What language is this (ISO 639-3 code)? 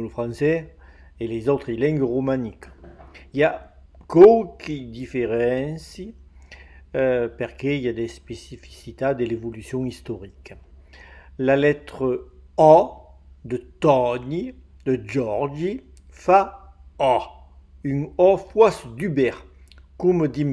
oci